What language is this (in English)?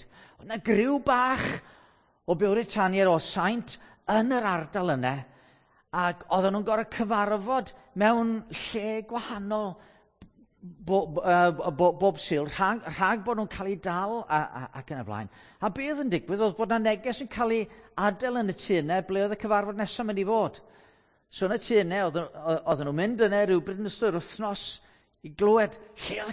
Welsh